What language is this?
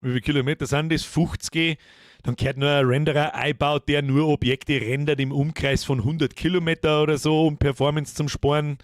Bavarian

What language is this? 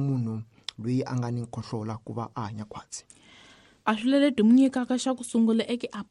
Tsonga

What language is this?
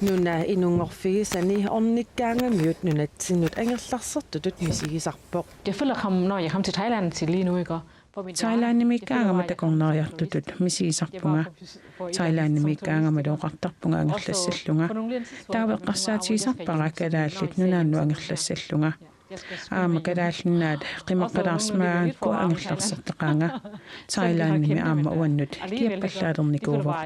Kalaallisut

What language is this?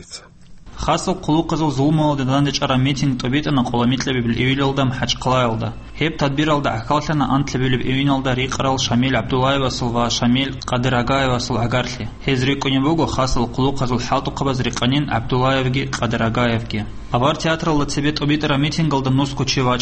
Avaric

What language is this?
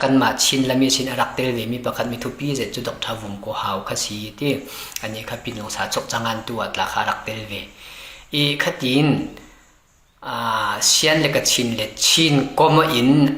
Falam Chin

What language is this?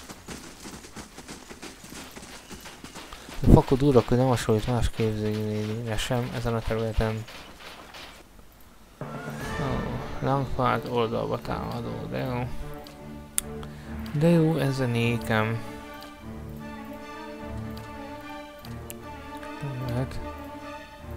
Hungarian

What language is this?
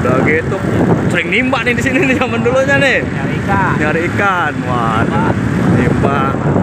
Betawi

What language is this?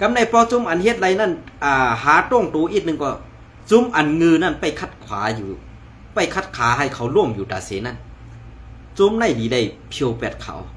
Shan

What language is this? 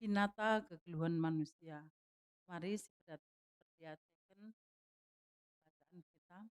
Batak Karo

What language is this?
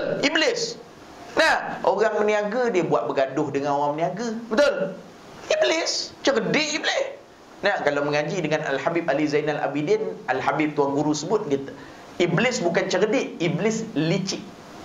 Malay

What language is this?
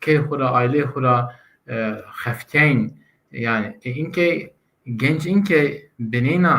Zaza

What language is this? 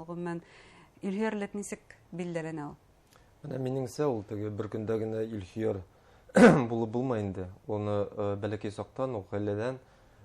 Bashkir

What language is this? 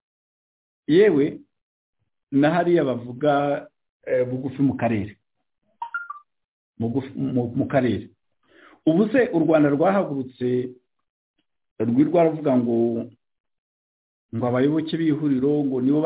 Kinyarwanda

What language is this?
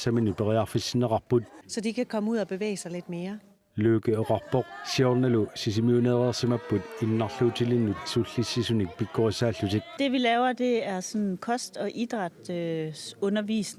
Kalaallisut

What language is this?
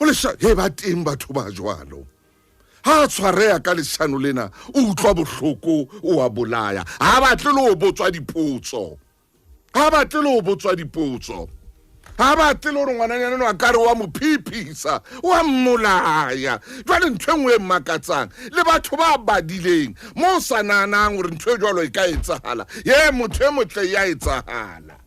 Southern Sotho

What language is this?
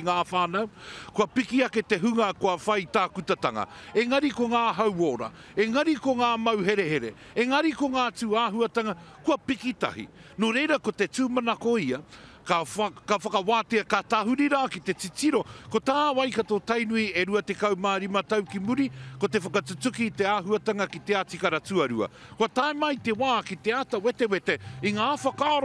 Māori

